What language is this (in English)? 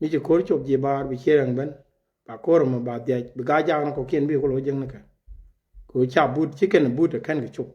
Nuer